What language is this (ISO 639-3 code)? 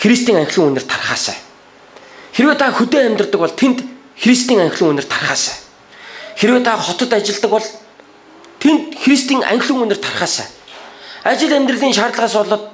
mon